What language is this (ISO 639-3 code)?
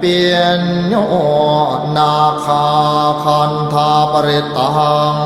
pli